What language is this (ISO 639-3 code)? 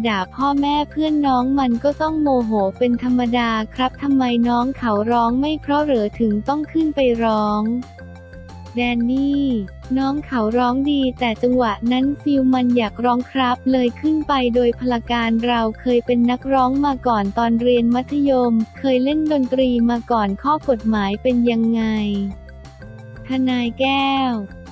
tha